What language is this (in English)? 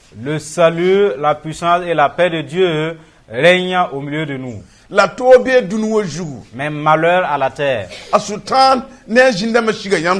Mossi